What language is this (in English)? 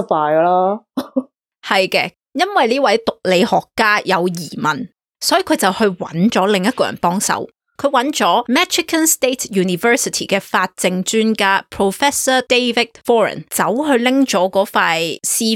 Cantonese